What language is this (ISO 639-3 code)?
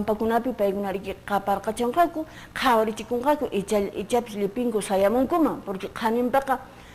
que